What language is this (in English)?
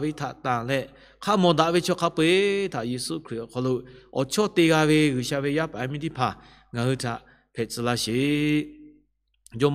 Lahu